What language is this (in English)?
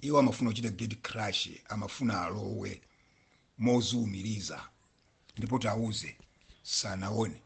Nyanja